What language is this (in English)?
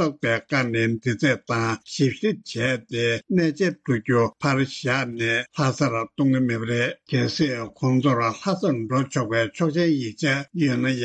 Tibetan